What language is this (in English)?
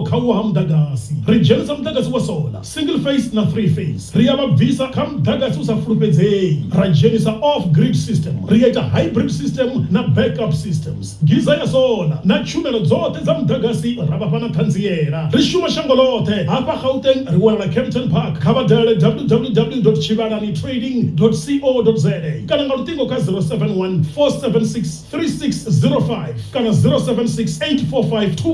Venda